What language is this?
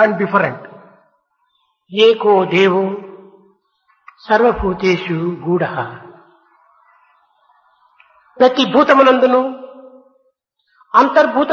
Telugu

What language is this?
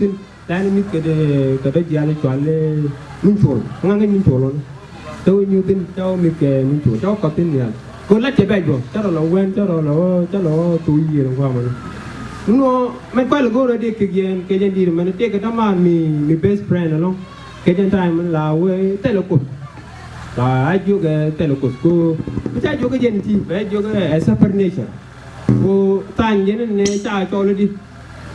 Nuer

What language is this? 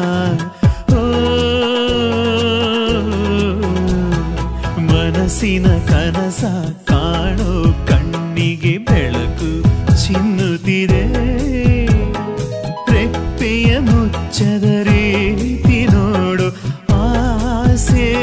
Kannada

